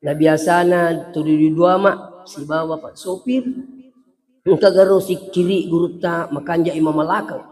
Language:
Buginese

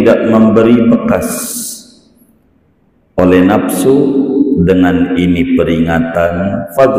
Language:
Malay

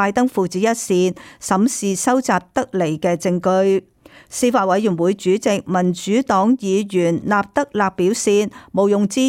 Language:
Cantonese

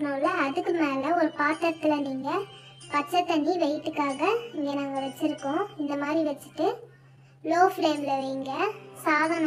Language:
Tamil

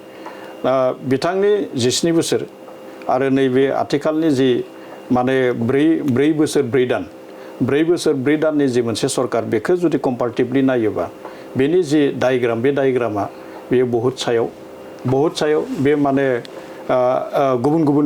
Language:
Bodo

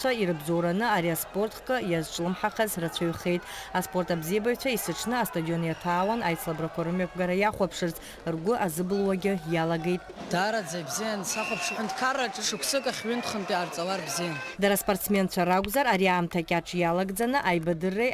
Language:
Abkhazian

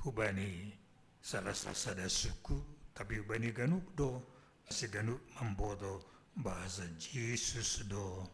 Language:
Batak Simalungun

